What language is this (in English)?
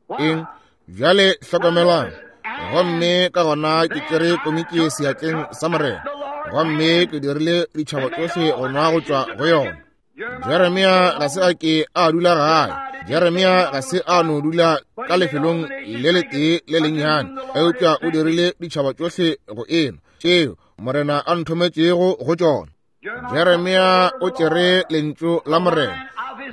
Northern Sotho